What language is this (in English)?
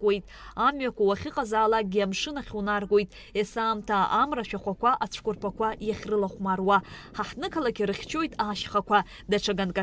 Abkhazian